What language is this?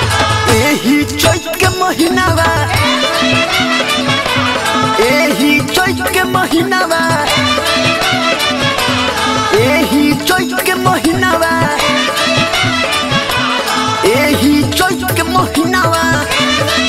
Bhojpuri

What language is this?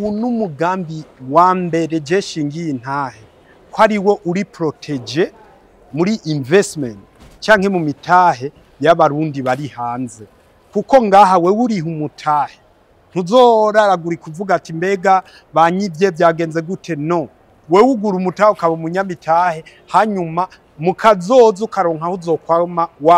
Rundi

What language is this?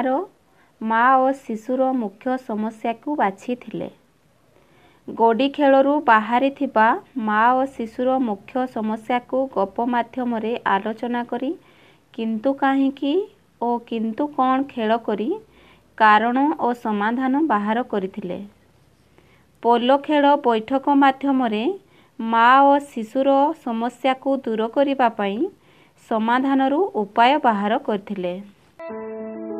Odia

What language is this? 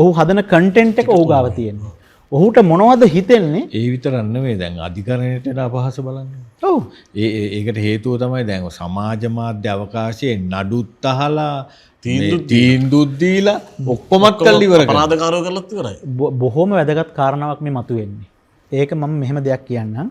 Sinhala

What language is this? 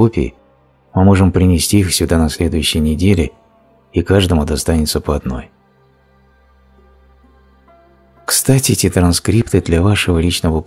Russian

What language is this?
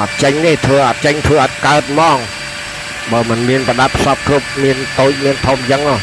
Khmer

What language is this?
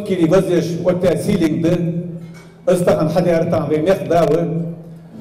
Ingush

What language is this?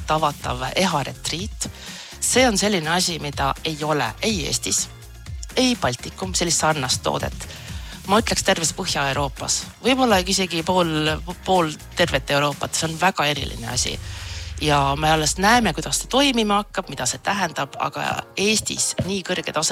Estonian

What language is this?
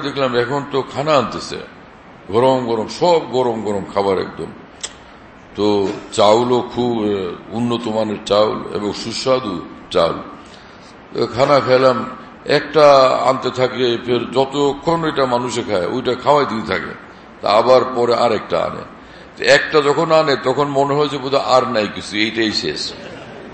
Bangla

